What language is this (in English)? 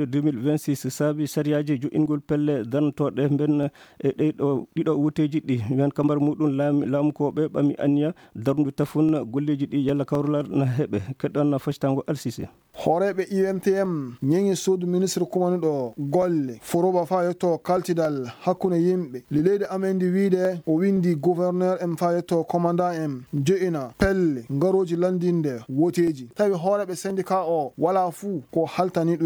Fula